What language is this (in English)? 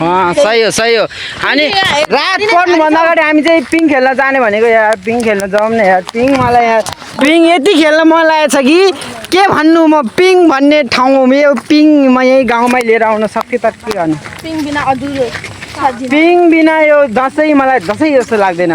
Nepali